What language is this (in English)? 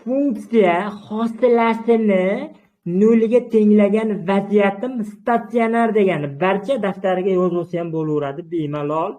Uzbek